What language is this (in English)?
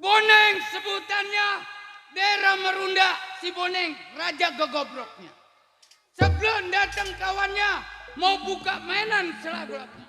Betawi